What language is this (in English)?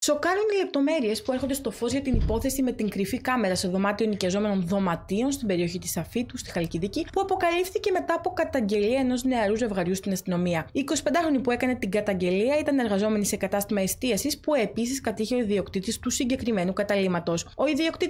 Greek